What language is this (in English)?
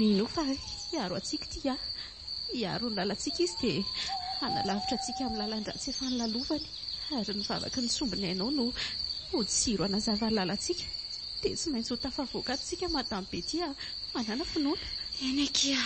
Malagasy